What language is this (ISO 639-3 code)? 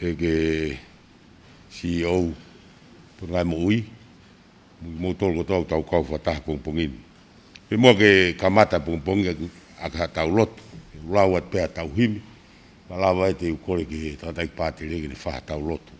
ton